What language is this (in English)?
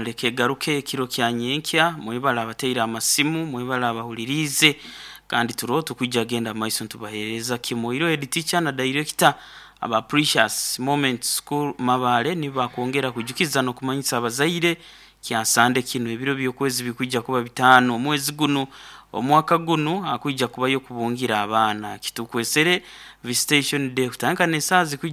Nyankole